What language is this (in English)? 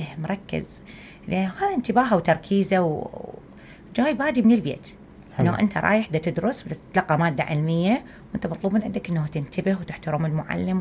Mesopotamian Arabic